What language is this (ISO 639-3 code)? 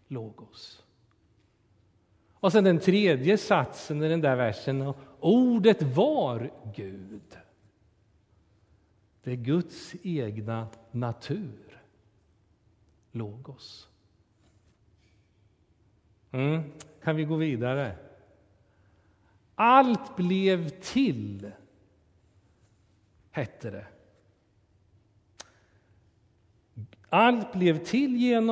swe